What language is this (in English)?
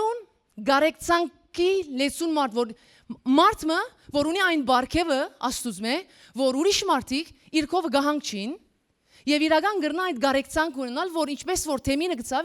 Western Armenian